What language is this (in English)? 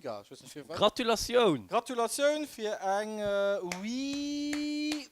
Luxembourgish